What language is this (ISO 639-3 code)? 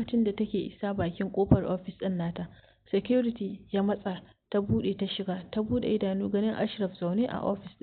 hau